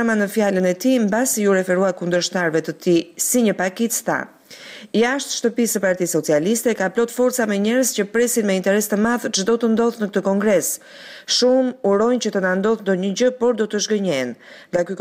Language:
Albanian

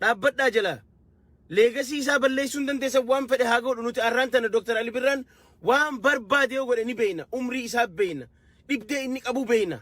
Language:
Oromo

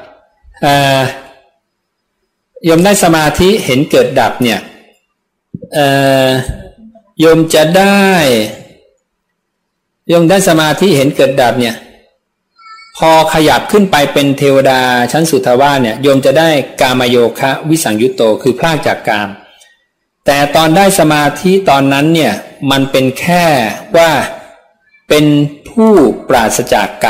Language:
Thai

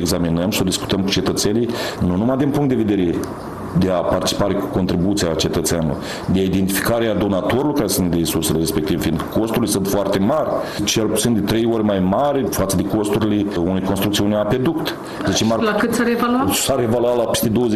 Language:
Romanian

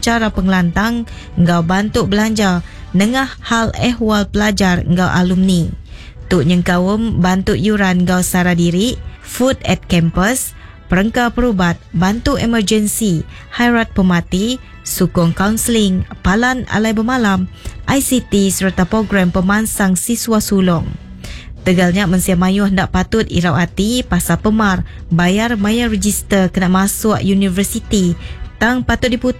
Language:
Iban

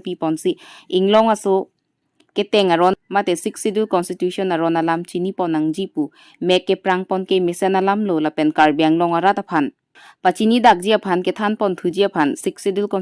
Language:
Karbi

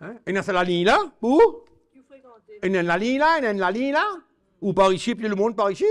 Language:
Morisyen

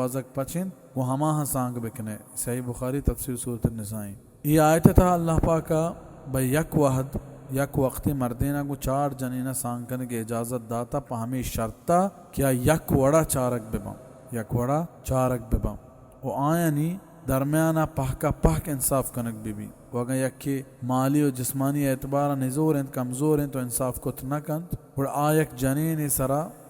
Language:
Baluchi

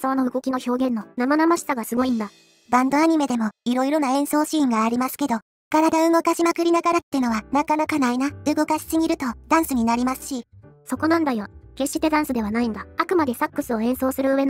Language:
Japanese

